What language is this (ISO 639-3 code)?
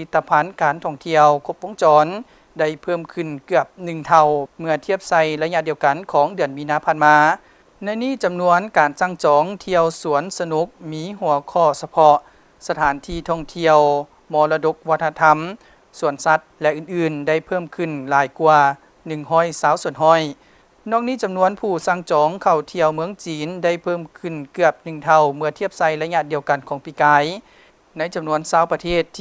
lao